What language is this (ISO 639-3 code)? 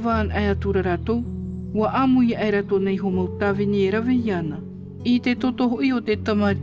tah